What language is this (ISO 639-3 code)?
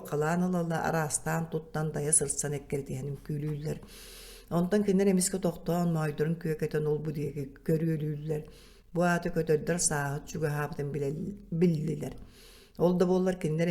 sah